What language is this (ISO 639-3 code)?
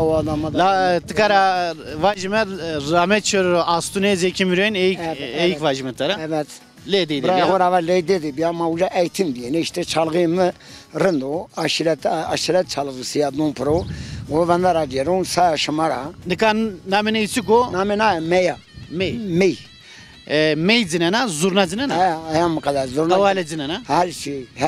zza